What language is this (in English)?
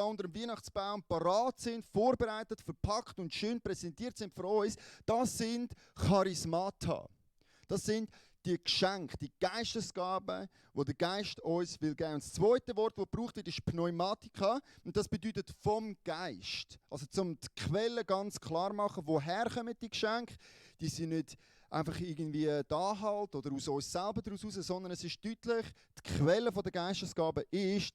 Swiss German